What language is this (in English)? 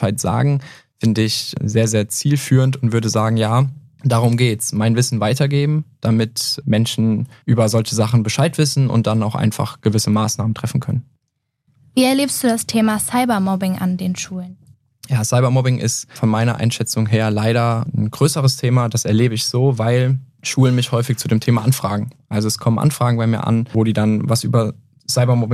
German